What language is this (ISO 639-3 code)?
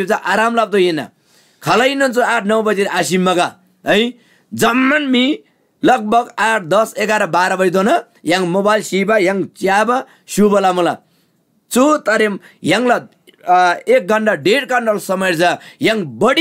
taj